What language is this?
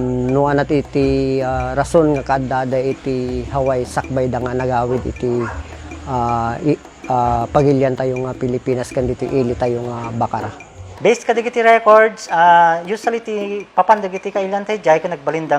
Iloko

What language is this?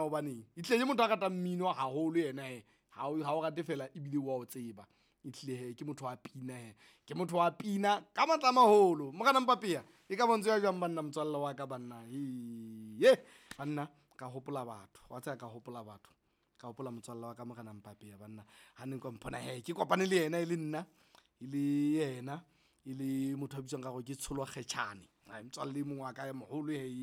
Southern Sotho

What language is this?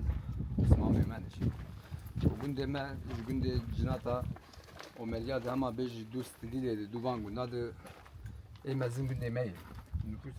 Kurdish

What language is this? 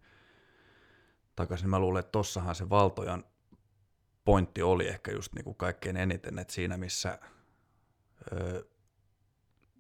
Finnish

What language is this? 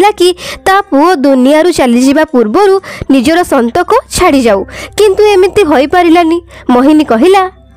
Odia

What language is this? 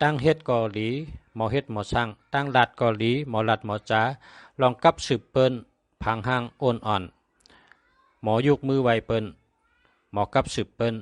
Shan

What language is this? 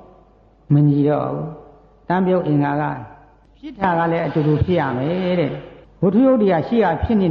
Burmese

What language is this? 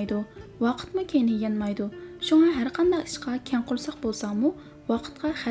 Uyghur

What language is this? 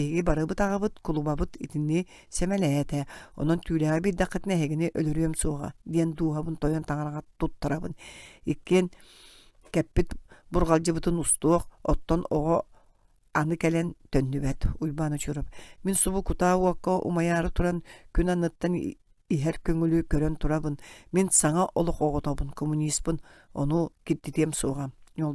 Yakut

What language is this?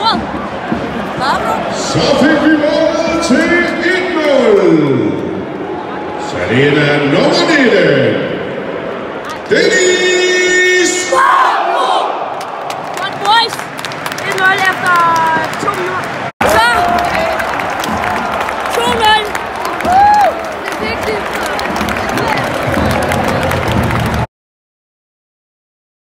Danish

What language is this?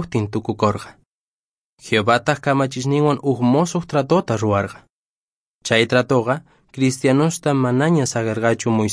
Quechua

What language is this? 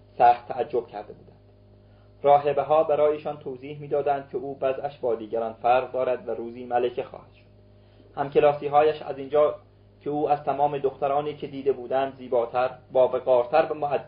Persian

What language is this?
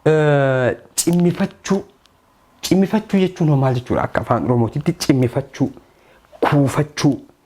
Oromo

